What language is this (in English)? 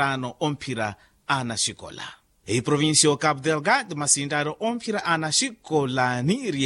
Makhuwa